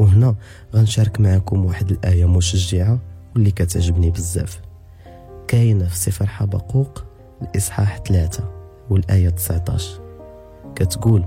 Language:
Moroccan Arabic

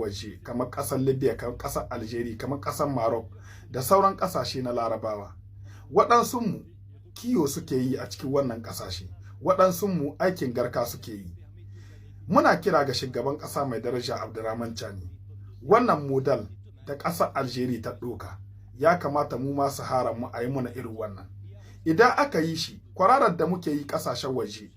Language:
Hausa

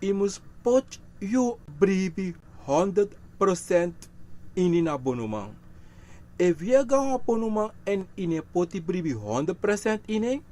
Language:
Sranan Tongo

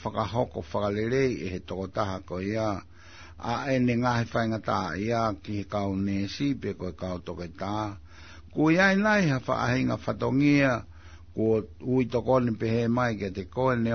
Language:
Tongan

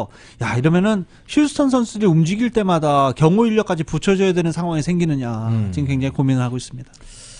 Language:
Korean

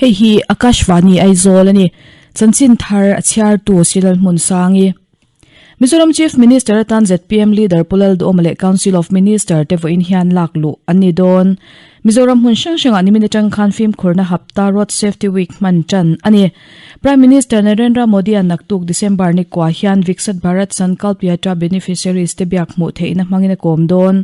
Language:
Mizo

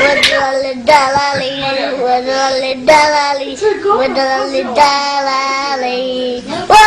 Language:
Mi'kmaw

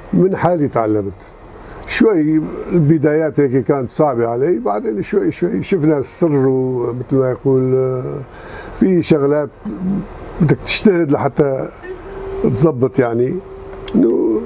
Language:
North Levantine Arabic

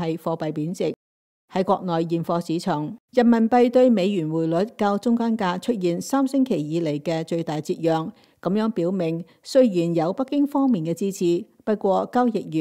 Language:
Cantonese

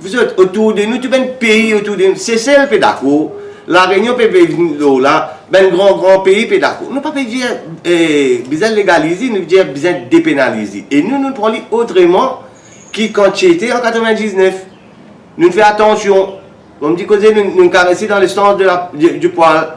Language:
Morisyen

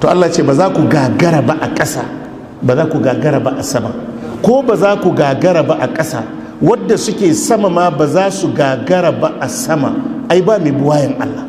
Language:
Hausa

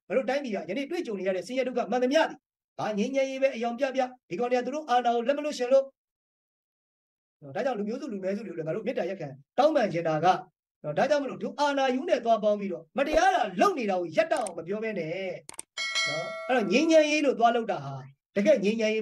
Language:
Burmese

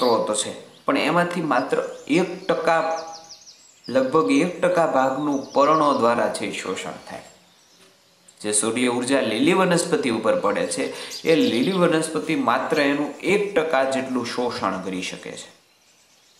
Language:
Gujarati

